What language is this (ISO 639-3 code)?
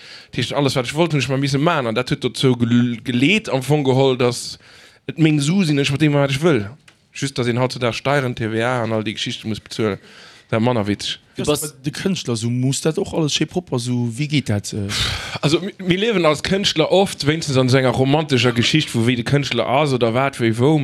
ltz